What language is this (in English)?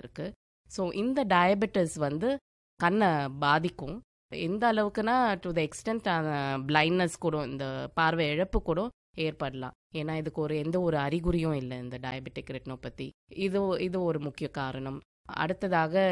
Tamil